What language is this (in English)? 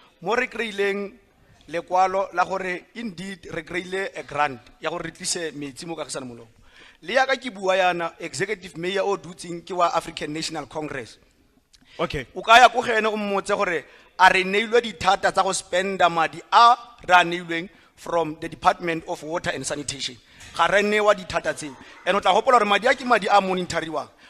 Tswana